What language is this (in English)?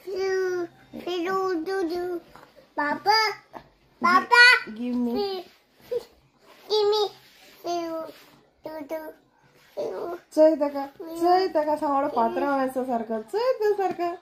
Konkani